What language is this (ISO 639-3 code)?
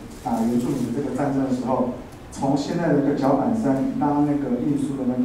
zho